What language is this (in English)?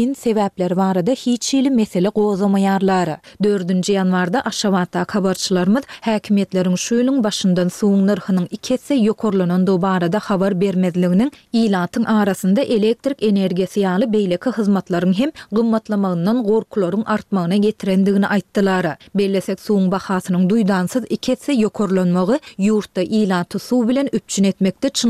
Turkmen